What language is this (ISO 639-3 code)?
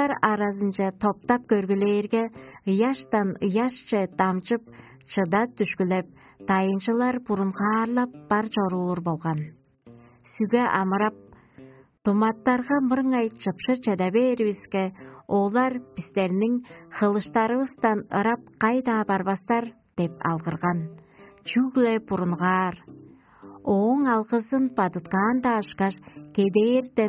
tyv